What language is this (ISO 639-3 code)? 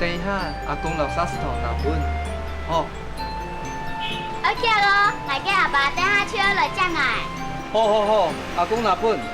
hak